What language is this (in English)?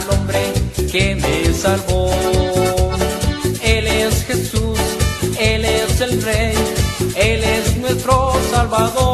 Spanish